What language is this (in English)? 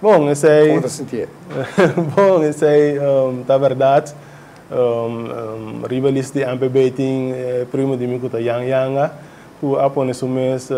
Papiamento